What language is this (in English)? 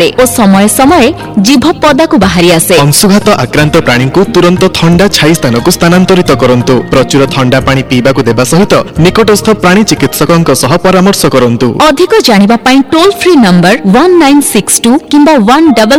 Odia